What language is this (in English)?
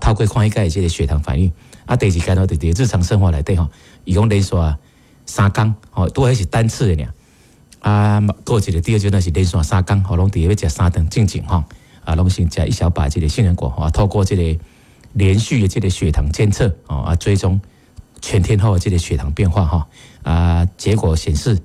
Min Nan Chinese